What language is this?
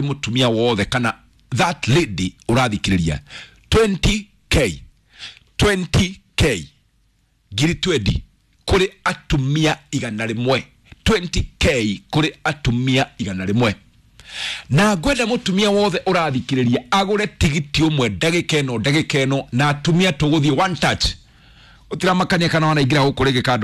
Kikuyu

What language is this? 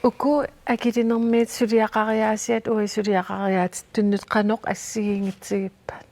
Kalaallisut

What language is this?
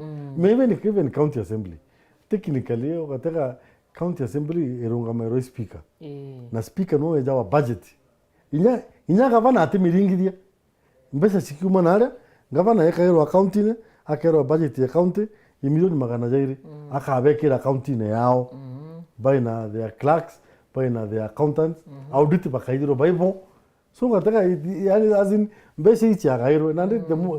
Meru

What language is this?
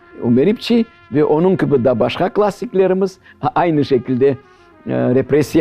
Crimean Tatar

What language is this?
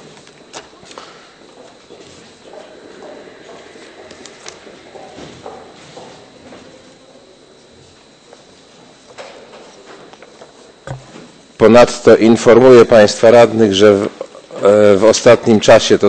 Polish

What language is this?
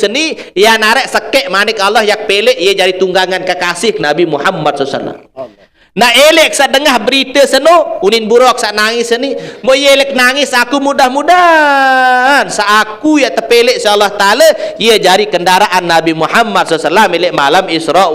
Sasak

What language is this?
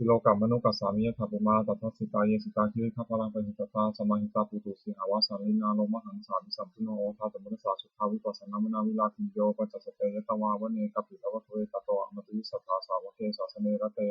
Pali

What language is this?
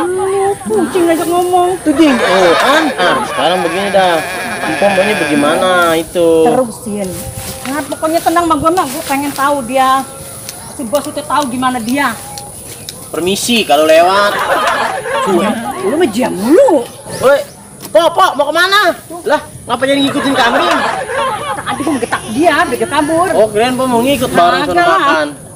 Betawi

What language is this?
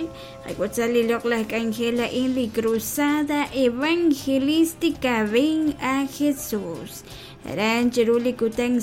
Kekchí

